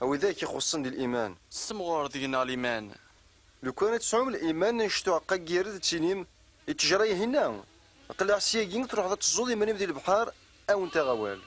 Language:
Kabyle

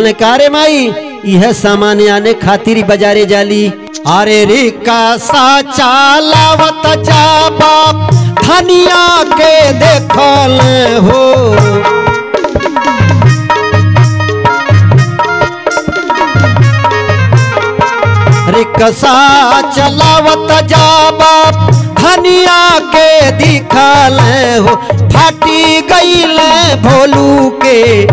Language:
Bhojpuri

